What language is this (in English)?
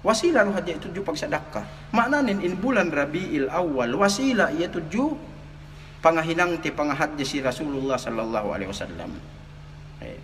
Yakan